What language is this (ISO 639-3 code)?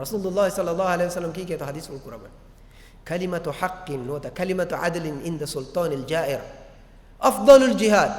div